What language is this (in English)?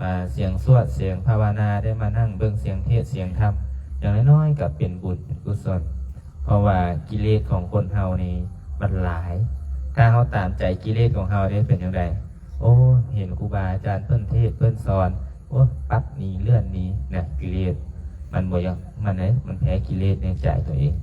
Lao